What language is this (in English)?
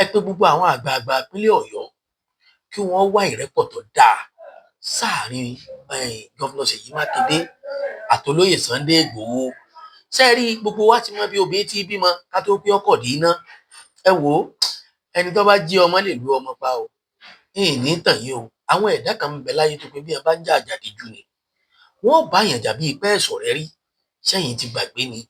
Yoruba